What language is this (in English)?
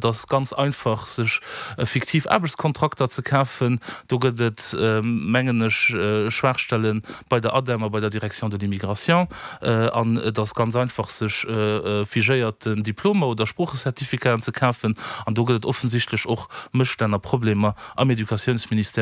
Luxembourgish